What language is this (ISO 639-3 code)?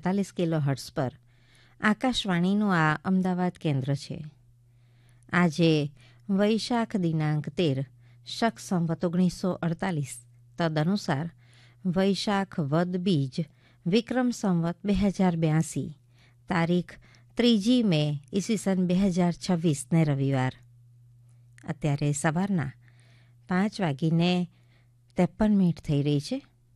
guj